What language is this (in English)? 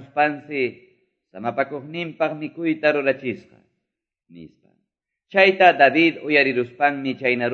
Quechua